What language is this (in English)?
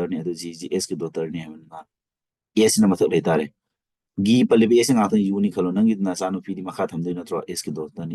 Manipuri